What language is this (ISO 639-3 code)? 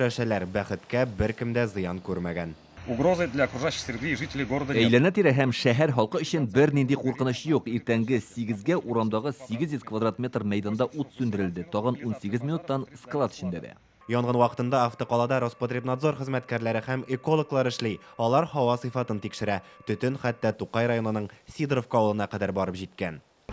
tat